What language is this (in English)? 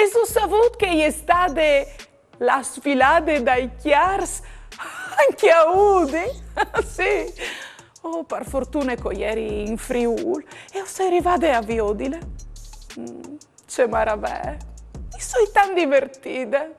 Friulian